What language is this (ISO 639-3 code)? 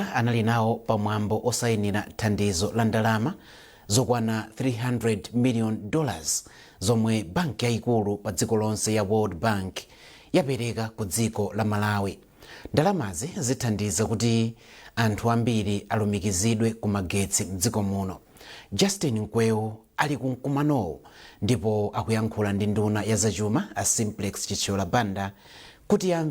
nya